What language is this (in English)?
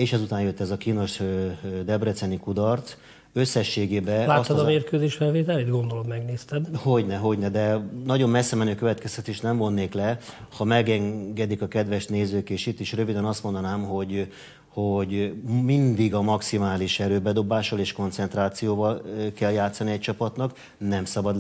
Hungarian